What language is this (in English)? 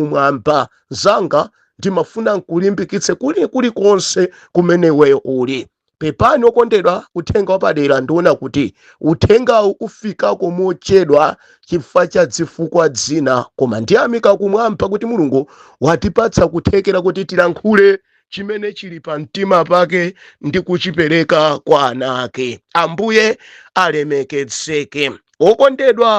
Nyanja